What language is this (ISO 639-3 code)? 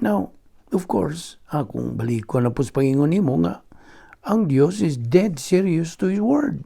ceb